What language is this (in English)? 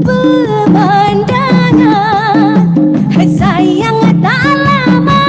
Banjar